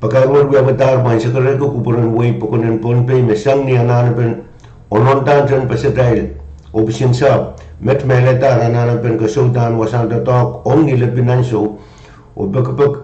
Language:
Pohnpeian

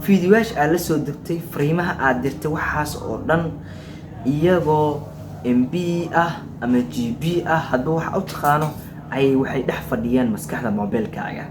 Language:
Somali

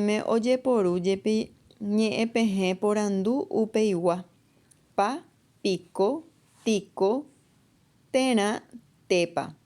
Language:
Guarani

